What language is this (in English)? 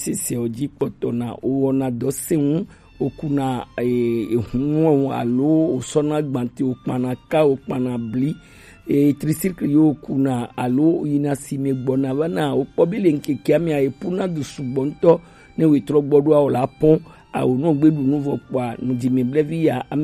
Gen